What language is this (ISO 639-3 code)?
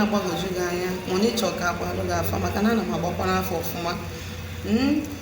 ibo